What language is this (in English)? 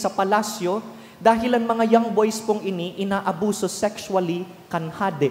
Bikol